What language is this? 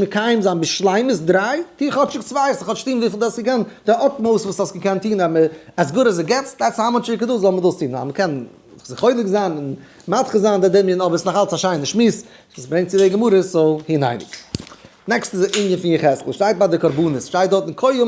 Yiddish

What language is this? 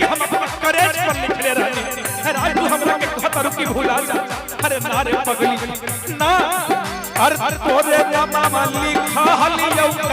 Magahi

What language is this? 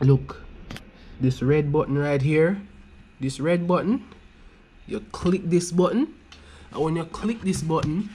Jamaican Creole English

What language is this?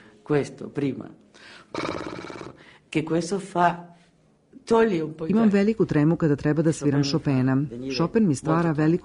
Serbian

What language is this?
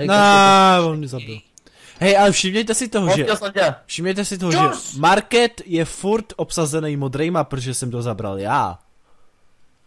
Czech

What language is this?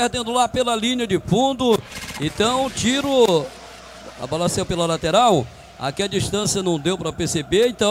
Portuguese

